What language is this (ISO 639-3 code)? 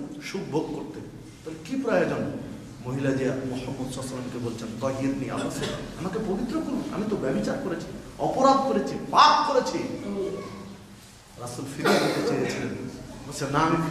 ben